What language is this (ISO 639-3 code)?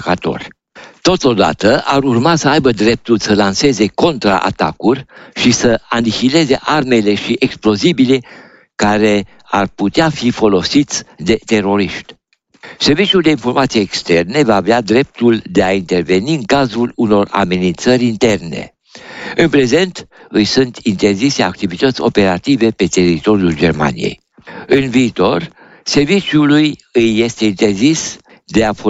ron